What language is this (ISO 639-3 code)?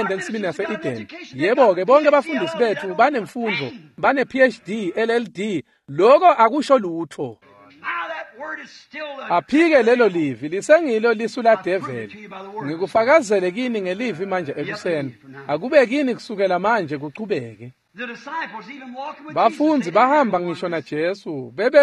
ssw